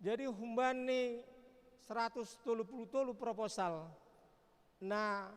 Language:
Batak Simalungun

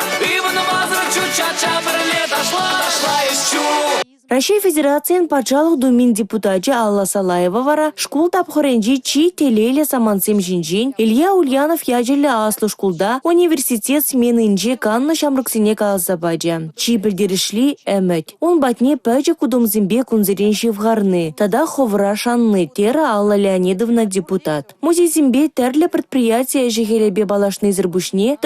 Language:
Chuvash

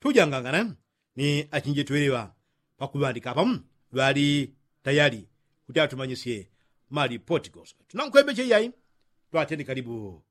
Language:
Yao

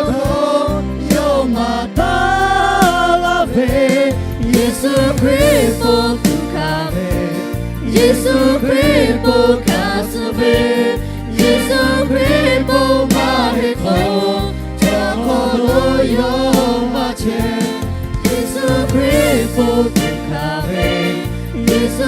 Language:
Lahu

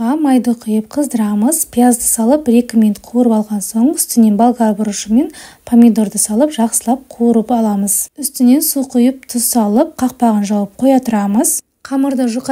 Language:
Kazakh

